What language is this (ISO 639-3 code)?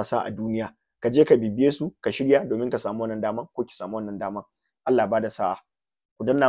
hau